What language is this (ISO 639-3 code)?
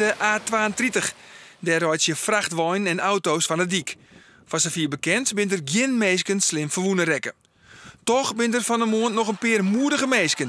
fry